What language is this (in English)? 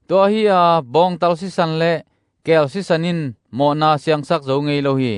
Tedim Chin